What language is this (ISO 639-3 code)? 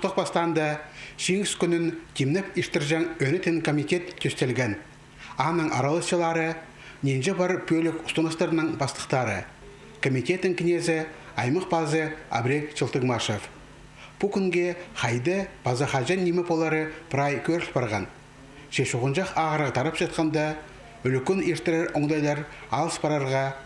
kjh